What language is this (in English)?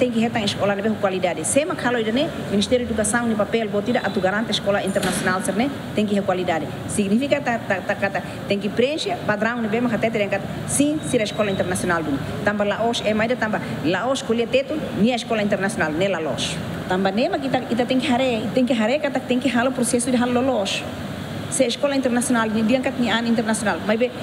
Tetum